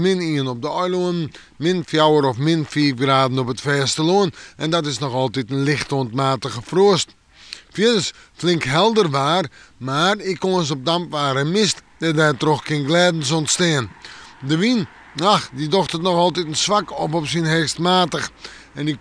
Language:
Western Frisian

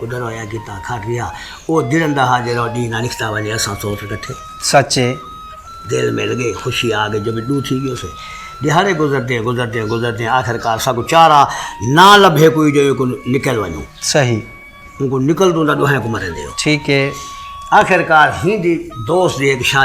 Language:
Saraiki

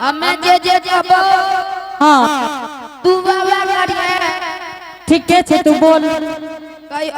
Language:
Angika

